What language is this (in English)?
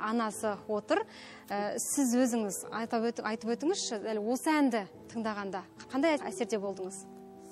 Kazakh